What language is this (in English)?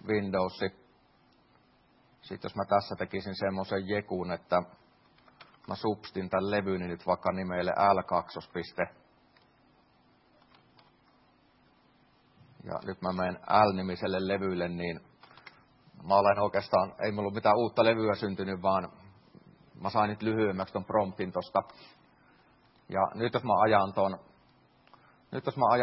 Finnish